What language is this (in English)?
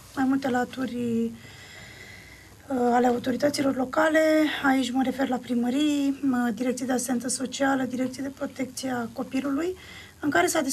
Romanian